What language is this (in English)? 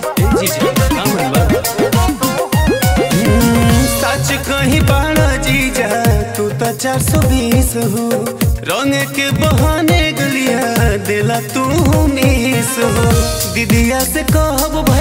Bhojpuri